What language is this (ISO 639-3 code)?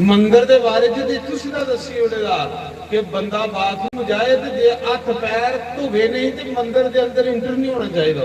doi